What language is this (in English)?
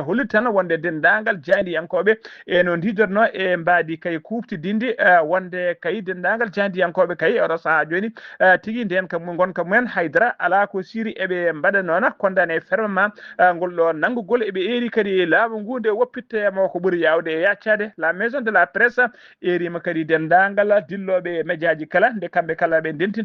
Fula